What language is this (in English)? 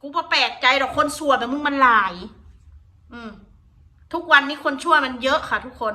Northeastern Thai